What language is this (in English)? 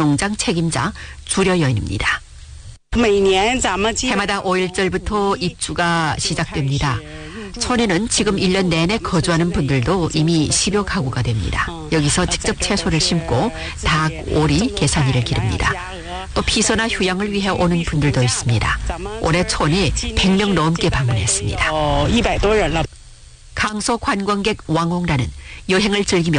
Korean